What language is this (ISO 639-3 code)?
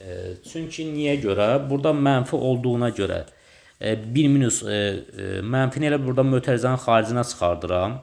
aze